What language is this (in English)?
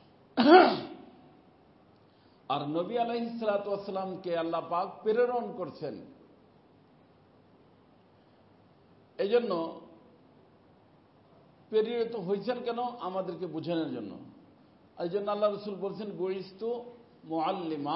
Bangla